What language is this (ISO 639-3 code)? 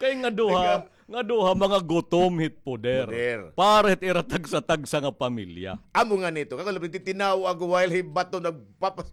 war